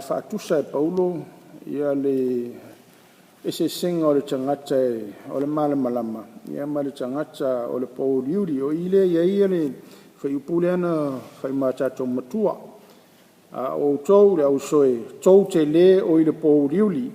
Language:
Samoan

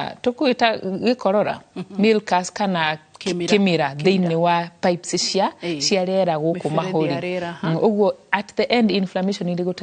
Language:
Kikuyu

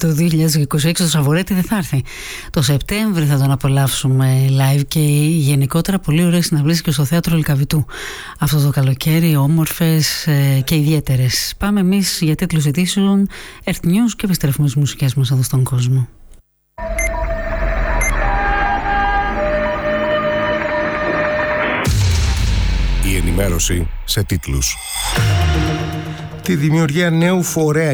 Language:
Greek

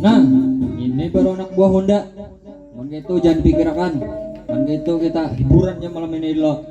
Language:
Banjar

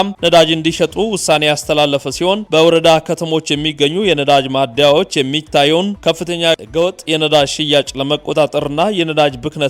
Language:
Amharic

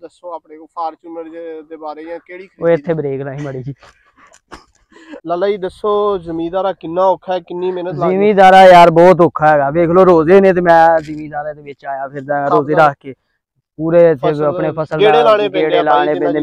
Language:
Punjabi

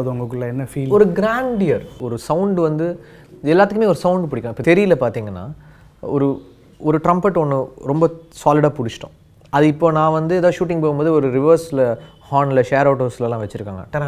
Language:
Tamil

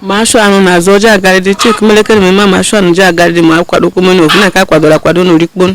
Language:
Igbo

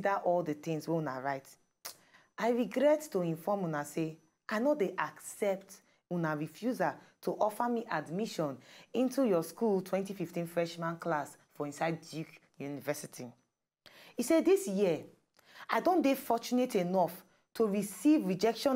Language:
Nigerian Pidgin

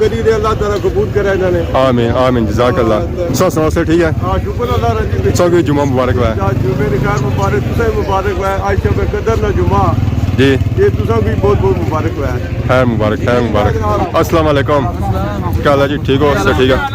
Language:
Pahari-Potwari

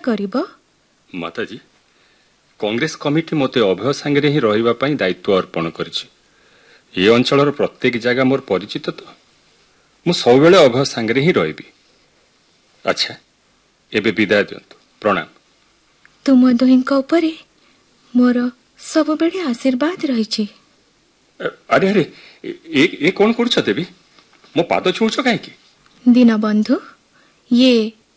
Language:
Odia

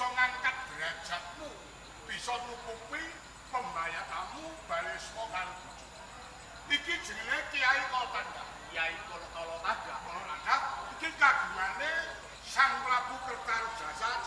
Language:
Javanese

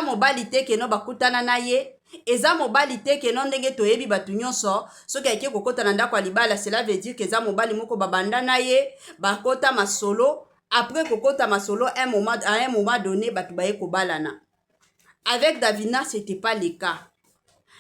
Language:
Lingala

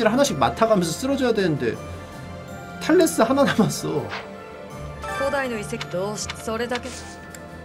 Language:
Korean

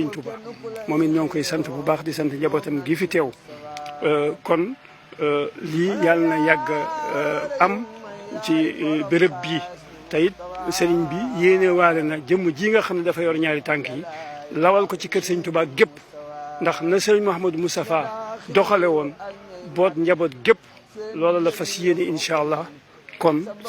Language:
Wolof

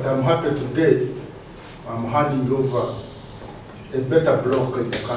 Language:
Nyankole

